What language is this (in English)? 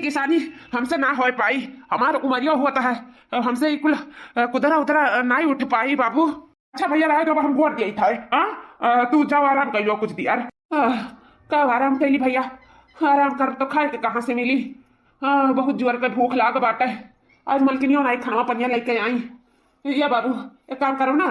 Awadhi